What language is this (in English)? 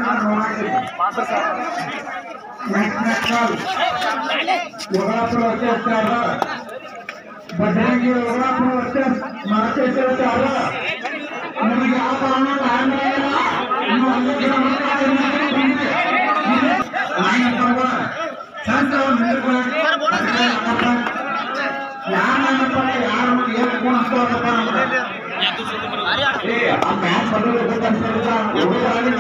Kannada